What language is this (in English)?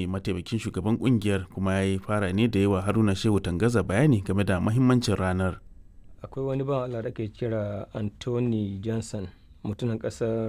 Hausa